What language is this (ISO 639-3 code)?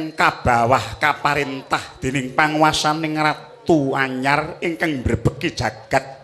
jav